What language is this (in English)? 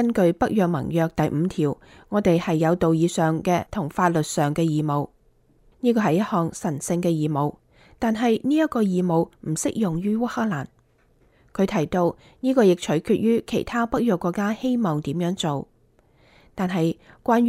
Cantonese